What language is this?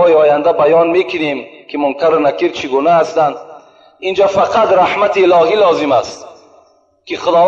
Tajik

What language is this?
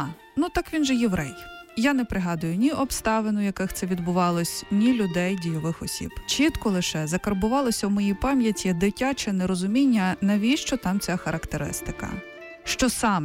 Ukrainian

